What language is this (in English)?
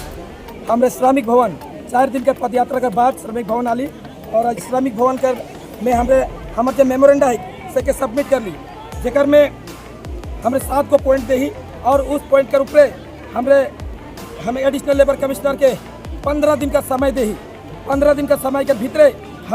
Sadri